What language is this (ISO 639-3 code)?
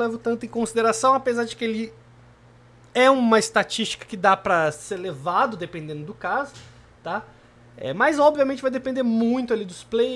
por